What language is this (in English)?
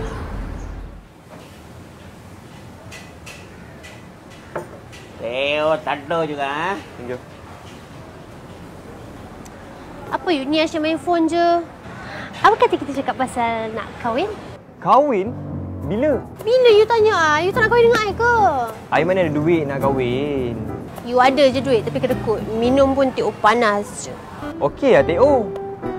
Malay